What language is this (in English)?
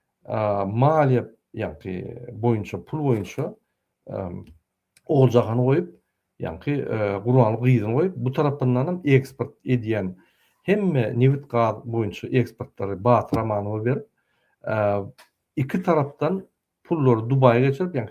Turkmen